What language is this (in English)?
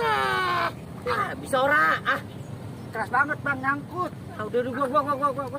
Betawi